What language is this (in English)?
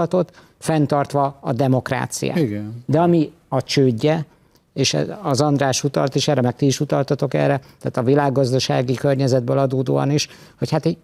Hungarian